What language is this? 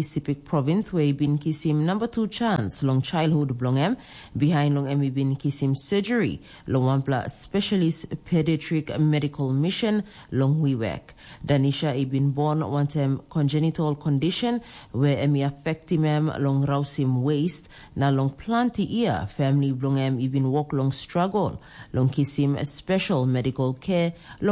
Tok Pisin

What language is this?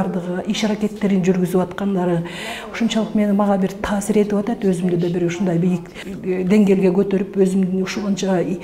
Kyrgyz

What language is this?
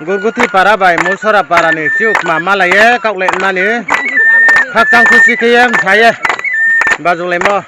Riang (India)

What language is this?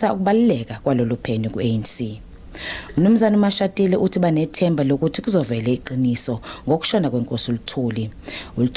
Zulu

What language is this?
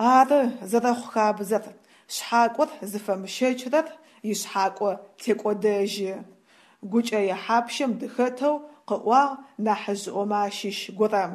Adyghe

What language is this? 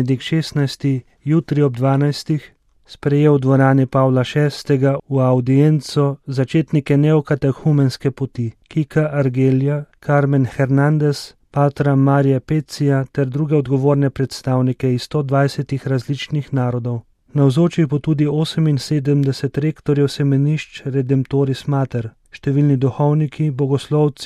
Slovenian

